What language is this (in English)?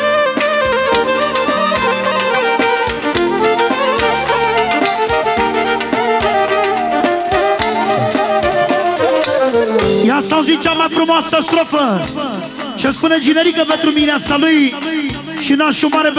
Romanian